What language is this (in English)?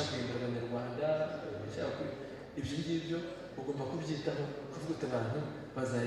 Kinyarwanda